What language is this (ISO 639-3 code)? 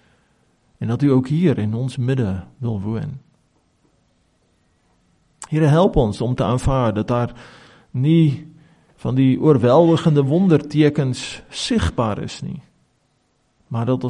afr